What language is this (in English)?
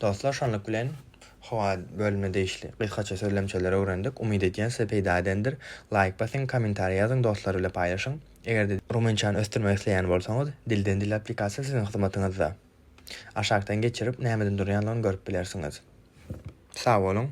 Turkmen